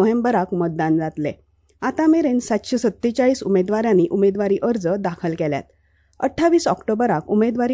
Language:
Konkani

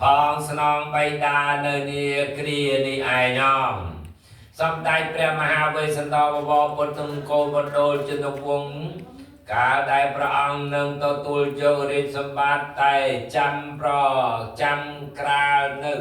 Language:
Khmer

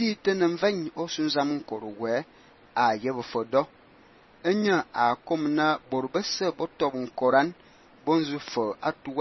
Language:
Fang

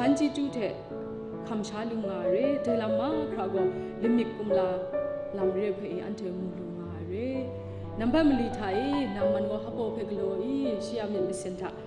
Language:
Kachin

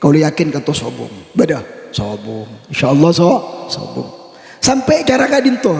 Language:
Madurese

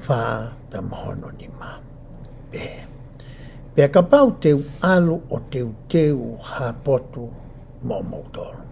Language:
Tongan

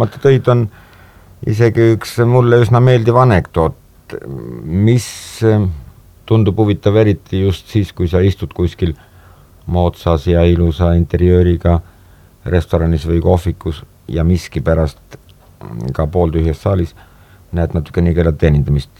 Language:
Estonian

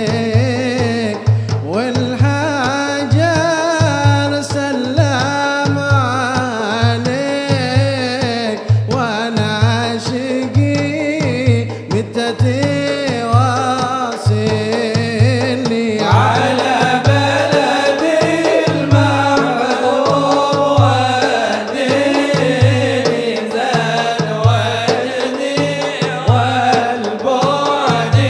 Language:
Arabic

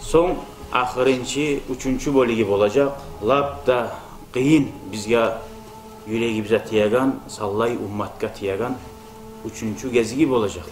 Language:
Kumyk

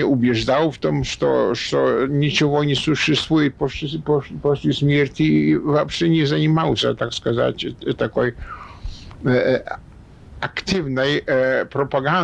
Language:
Russian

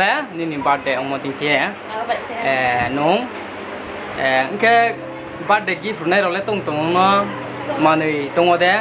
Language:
Riang (India)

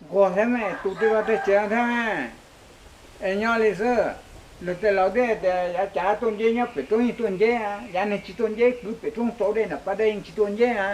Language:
Hmong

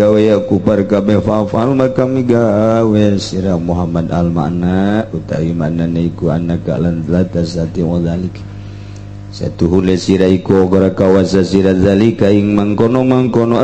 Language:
Sundanese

